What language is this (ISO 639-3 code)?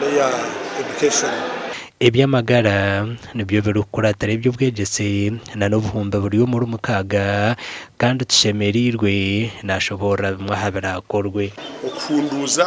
nyn